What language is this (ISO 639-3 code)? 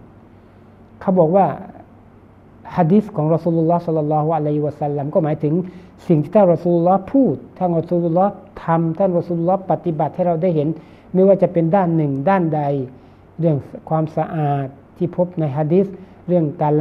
tha